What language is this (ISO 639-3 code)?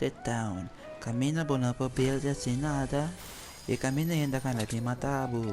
pap